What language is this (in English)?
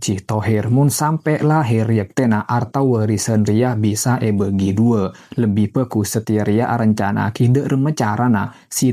Madurese